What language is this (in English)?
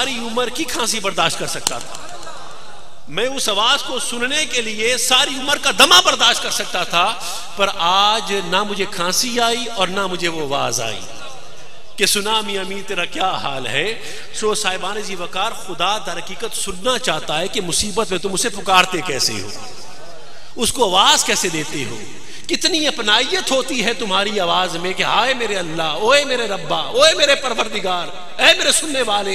Urdu